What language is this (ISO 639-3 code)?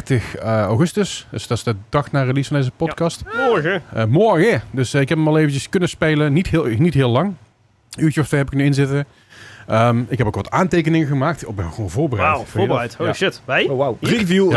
nld